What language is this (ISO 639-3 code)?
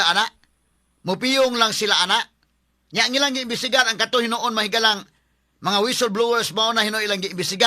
ceb